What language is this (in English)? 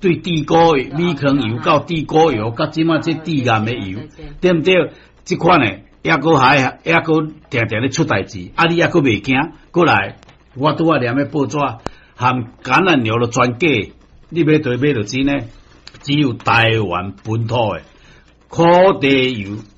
Min Nan Chinese